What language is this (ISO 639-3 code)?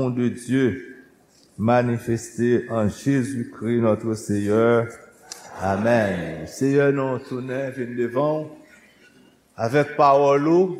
hat